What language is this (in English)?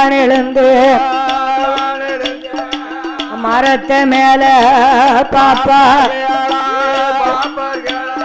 Tamil